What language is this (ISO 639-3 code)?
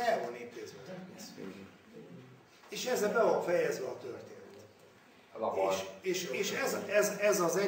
hun